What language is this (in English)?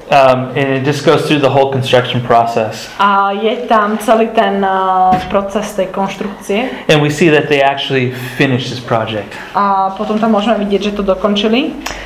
Slovak